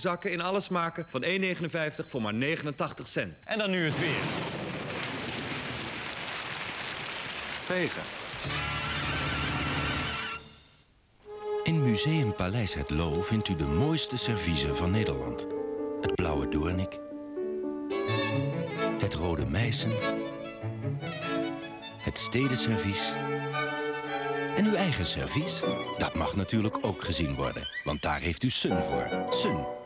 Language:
Dutch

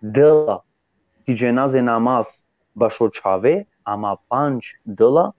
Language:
Balkan Romani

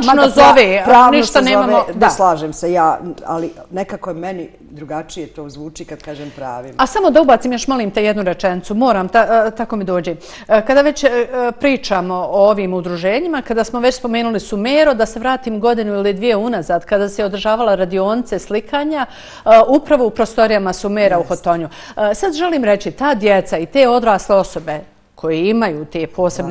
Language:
Bosnian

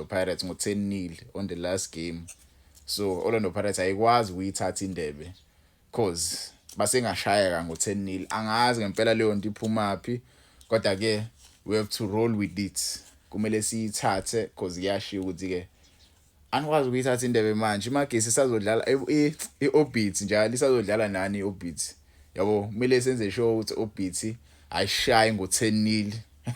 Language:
Zulu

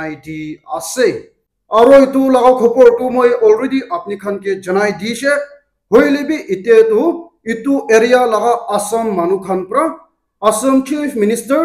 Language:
Naga Pidgin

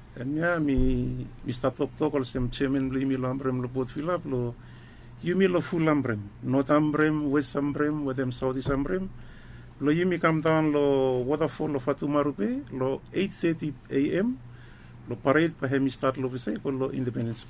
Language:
Bislama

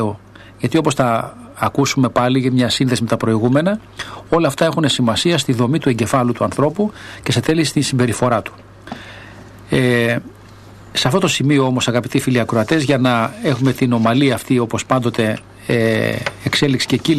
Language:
Greek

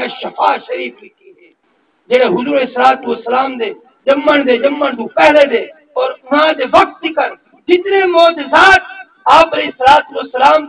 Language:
Saraiki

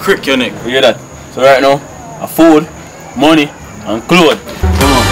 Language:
Jamaican Creole English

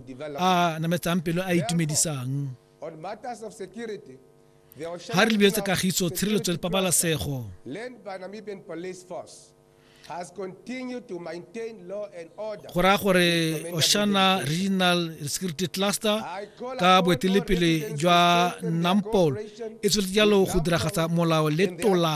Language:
Tswana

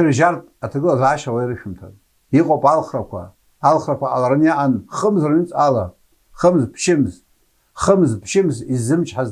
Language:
Abkhazian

